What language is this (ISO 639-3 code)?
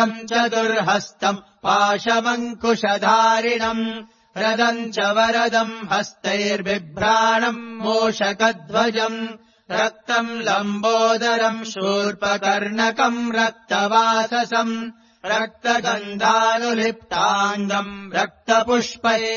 san